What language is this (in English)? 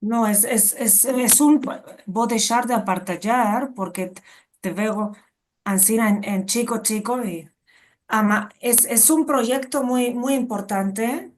Ladino